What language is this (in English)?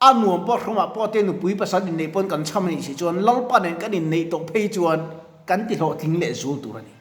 Mizo